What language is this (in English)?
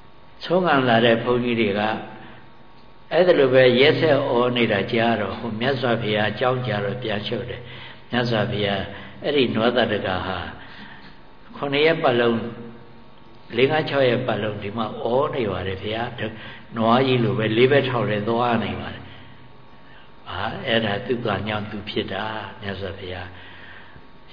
Burmese